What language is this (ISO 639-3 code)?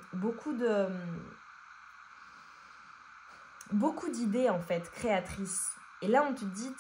fra